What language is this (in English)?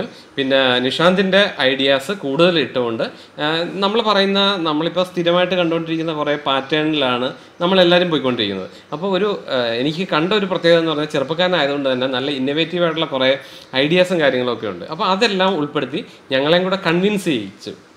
Malayalam